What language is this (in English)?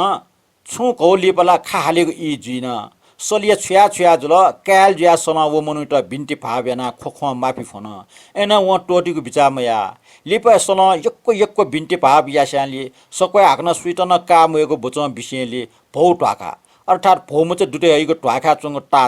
Newari